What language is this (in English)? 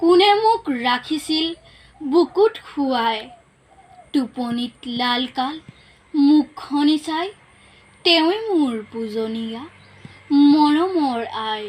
Assamese